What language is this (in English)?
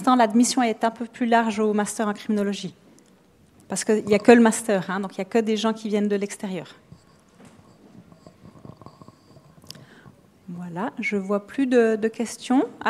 French